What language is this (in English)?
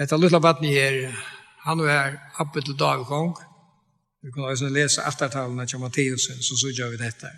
Faroese